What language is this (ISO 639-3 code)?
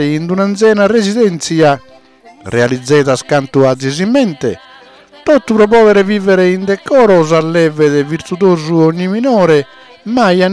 srd